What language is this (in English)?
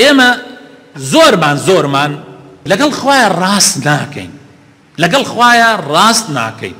Central Kurdish